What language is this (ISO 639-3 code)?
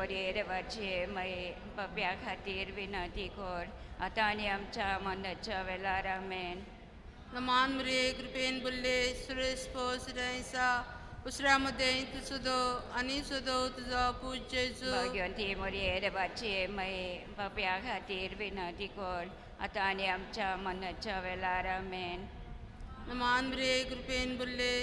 kok